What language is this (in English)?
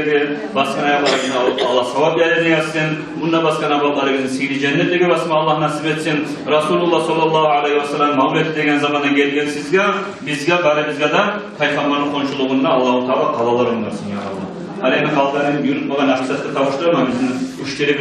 Kumyk